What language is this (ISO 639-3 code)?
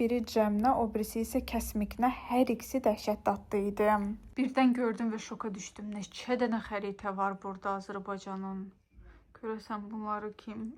aze